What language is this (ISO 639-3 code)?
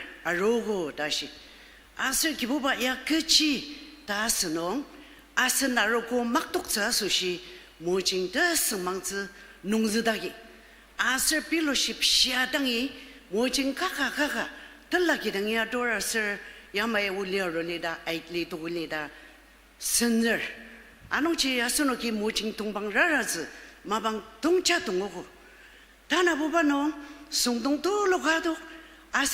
njo